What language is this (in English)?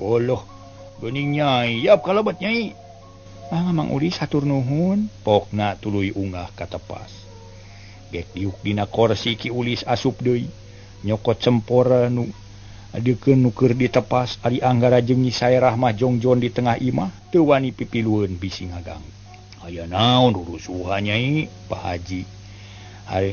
Sundanese